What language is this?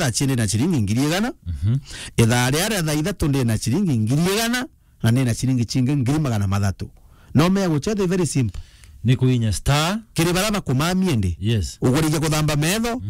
Meru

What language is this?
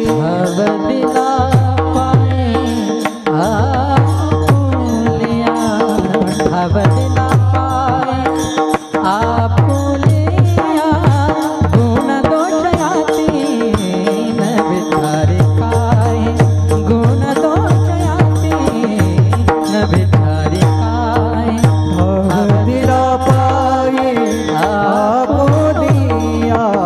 Marathi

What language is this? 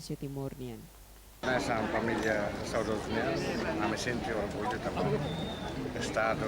Tetum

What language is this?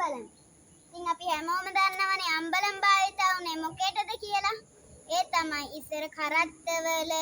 Sinhala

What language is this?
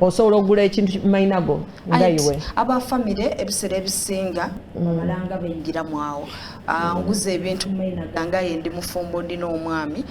Soga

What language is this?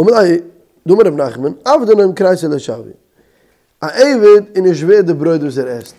Yiddish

